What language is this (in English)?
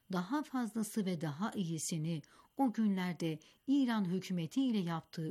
Turkish